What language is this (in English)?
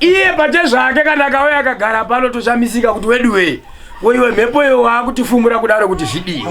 Shona